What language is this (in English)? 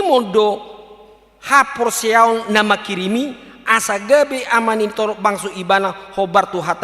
Batak Toba